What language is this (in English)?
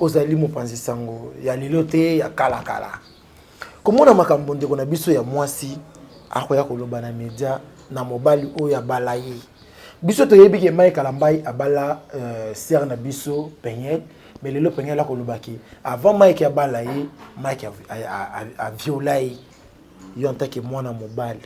Lingala